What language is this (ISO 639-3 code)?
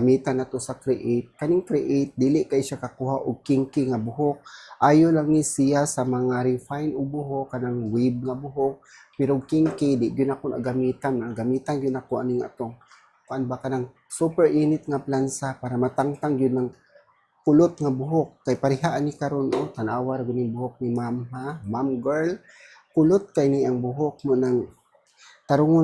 ceb